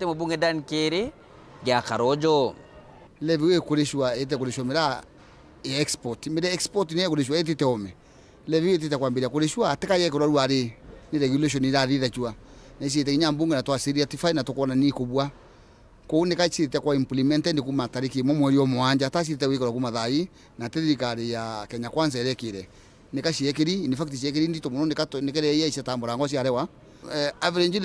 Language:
Meru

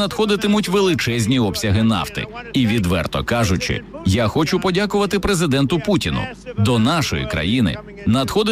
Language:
Ukrainian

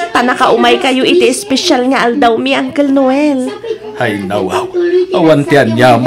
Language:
Iloko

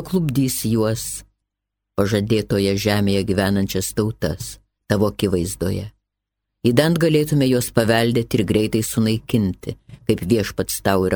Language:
Lithuanian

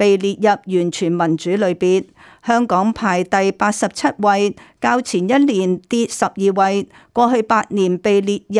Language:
Cantonese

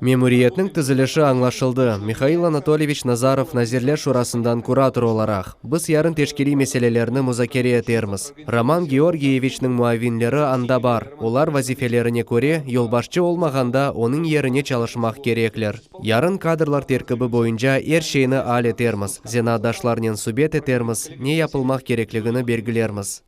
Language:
Crimean Tatar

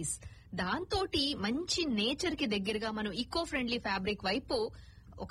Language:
Telugu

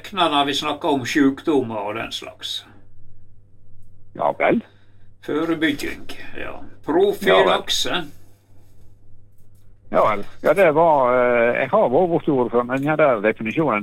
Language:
Norwegian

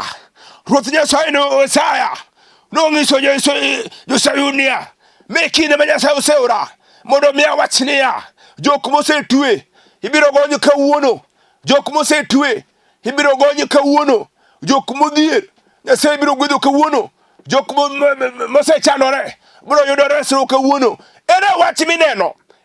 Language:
Luo (Kenya and Tanzania)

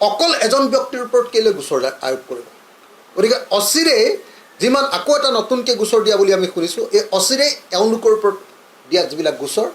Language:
Assamese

